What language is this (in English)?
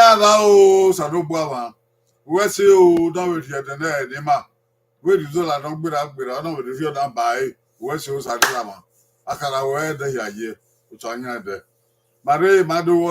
Bini